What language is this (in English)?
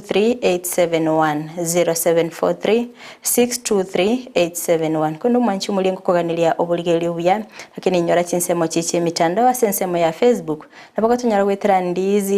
Gusii